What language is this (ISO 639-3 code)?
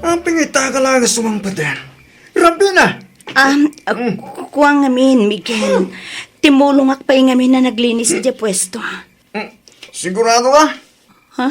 ilo